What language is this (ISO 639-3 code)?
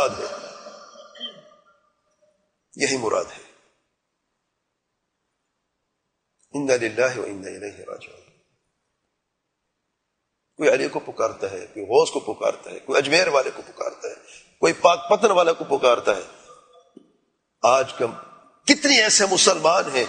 urd